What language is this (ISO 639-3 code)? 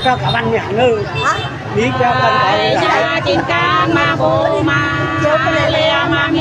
nut